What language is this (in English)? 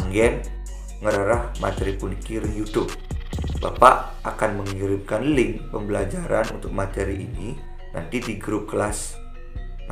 Balinese